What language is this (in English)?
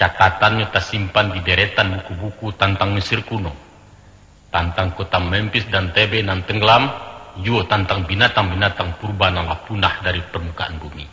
Minangkabau